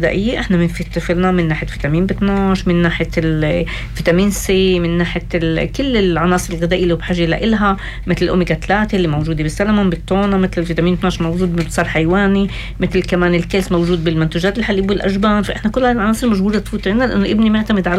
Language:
North Levantine Arabic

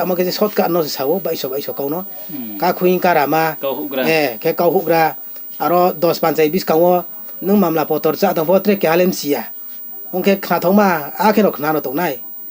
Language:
Riang (India)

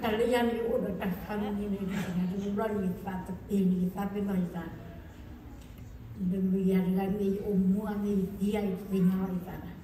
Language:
S'gaw Karen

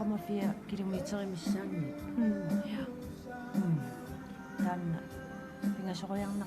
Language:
Kalaallisut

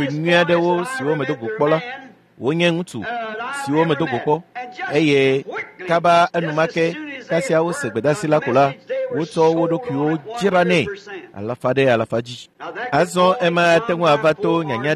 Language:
Ewe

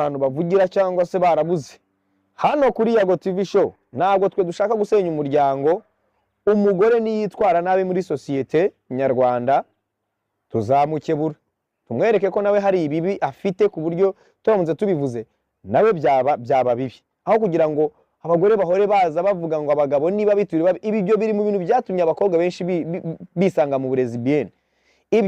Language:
Kinyarwanda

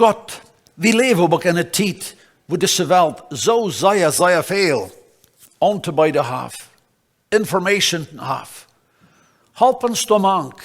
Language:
Plautdietsch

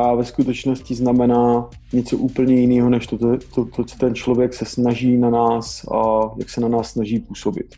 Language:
Czech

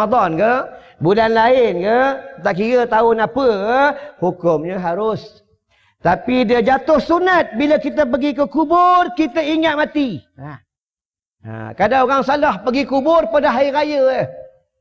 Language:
Malay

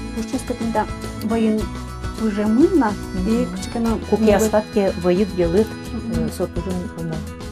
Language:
Udmurt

